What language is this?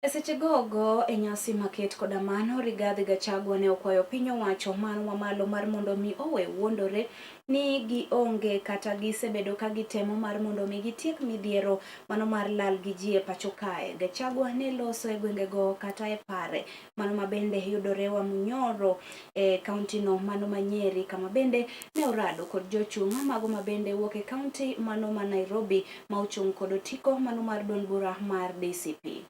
Luo (Kenya and Tanzania)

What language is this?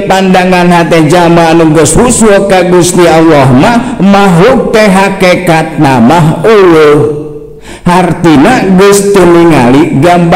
Sundanese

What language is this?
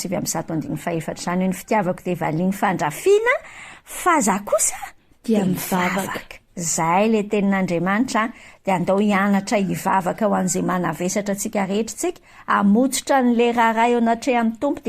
Malagasy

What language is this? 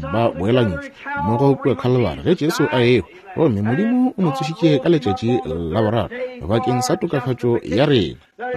Northern Sotho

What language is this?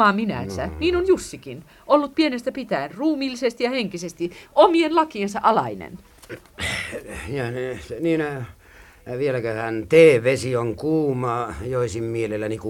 Finnish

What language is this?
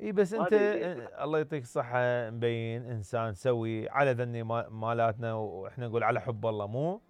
Mesopotamian Arabic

